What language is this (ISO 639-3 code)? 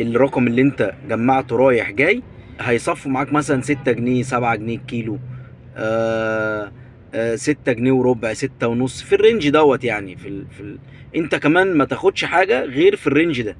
arz